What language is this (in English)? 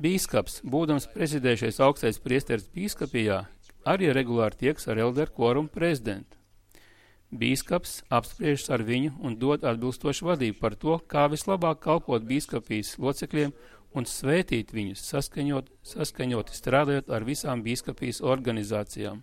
Latvian